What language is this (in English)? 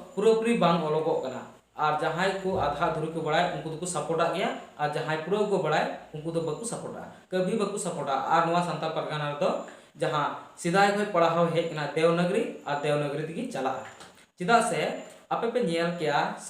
Santali